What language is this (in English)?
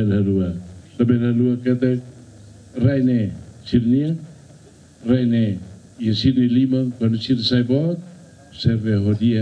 Tetum